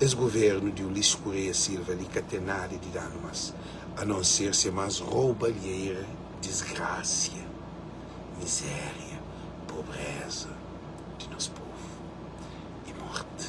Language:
Kabuverdianu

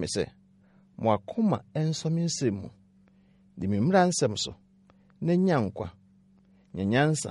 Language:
Akan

